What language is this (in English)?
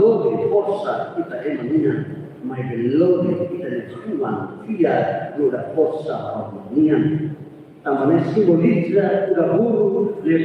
Tetum